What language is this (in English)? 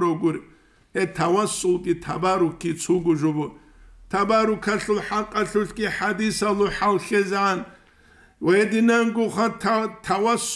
Avaric